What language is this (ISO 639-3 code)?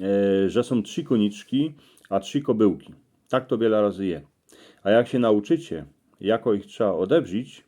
szl